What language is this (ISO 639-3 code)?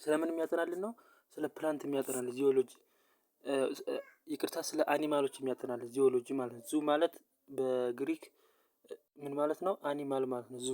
amh